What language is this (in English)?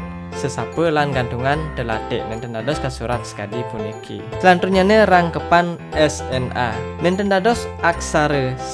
Balinese